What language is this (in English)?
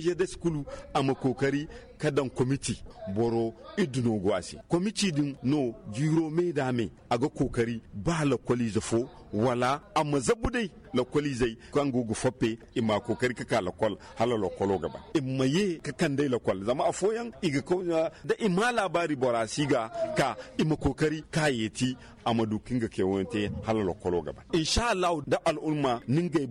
Zarma